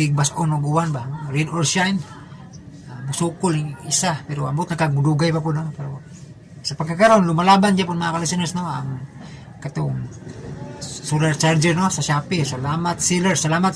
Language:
Cebuano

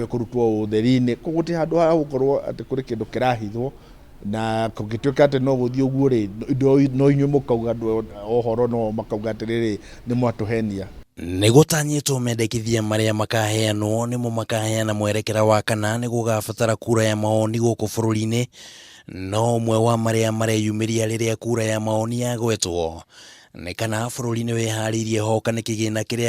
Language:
Kikuyu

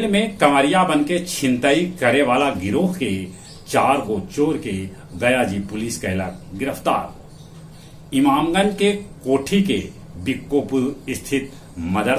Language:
Magahi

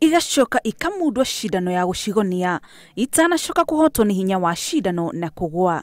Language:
Kikuyu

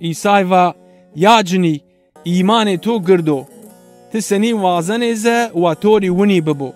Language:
Zaza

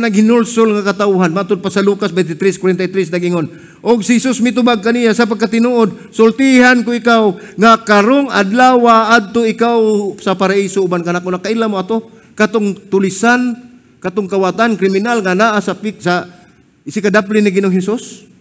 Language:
Cebuano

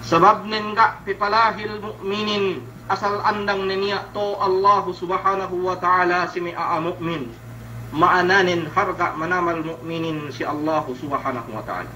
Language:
Yakan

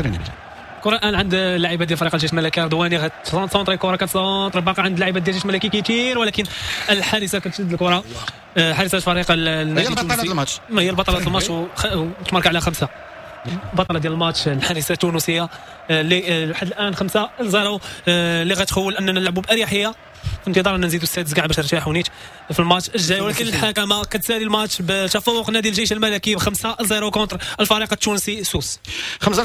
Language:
Moroccan Arabic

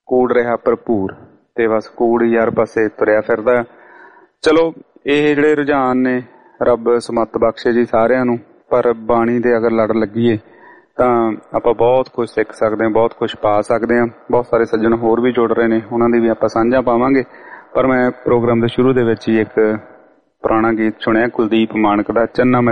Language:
Punjabi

